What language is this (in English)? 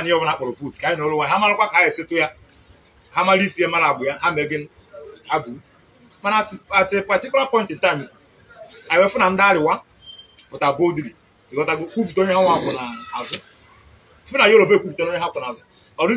Igbo